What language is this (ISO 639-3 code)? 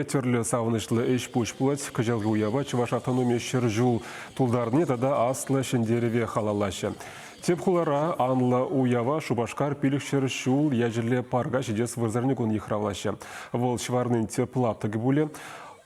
chv